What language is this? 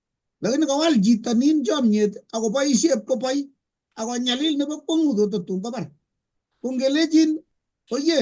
Kalenjin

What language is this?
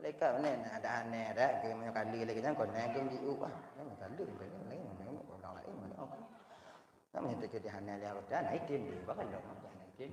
Achinese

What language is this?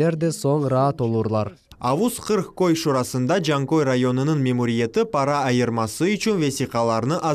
Crimean Tatar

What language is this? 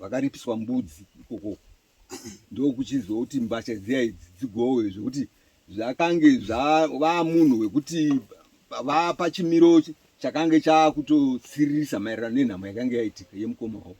Shona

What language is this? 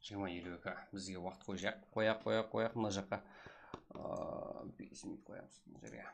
Kara-Kalpak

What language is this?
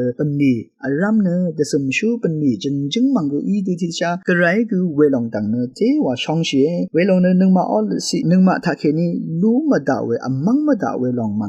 Rawang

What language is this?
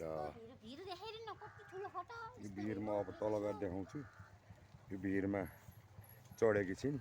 Nepali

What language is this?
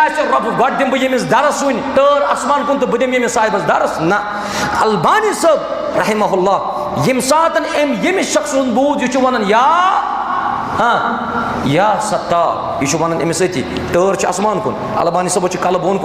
Kashmiri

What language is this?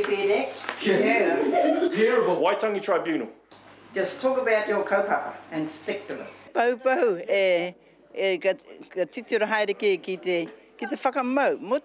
Māori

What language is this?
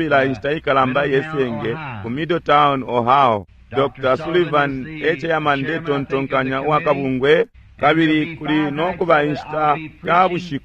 Bemba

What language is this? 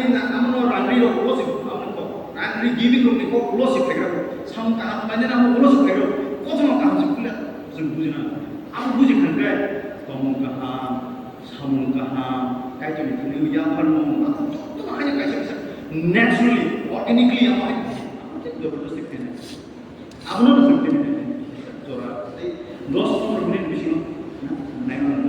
Kok Borok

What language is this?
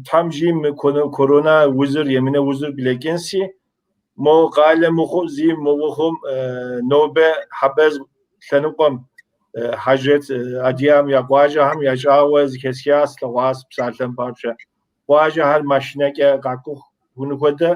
Kabardian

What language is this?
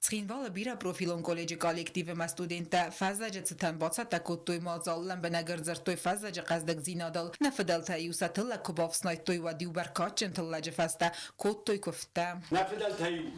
Ossetic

